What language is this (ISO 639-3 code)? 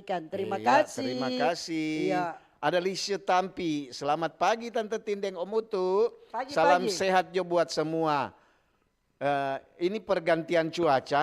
xmm